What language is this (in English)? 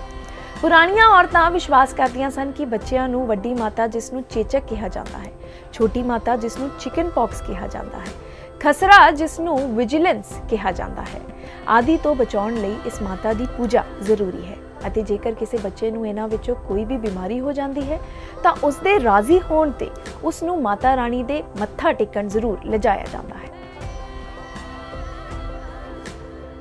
Punjabi